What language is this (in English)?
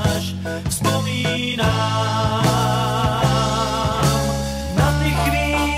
Czech